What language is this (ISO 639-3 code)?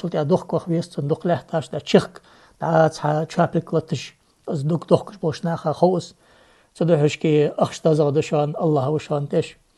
inh